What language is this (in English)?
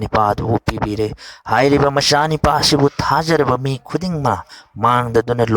Manipuri